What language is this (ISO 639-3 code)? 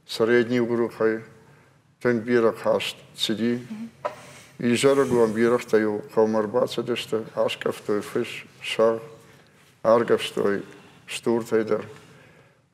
oss